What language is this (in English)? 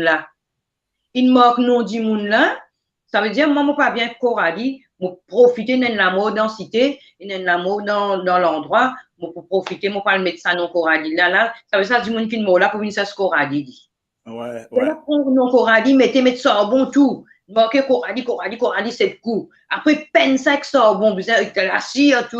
Morisyen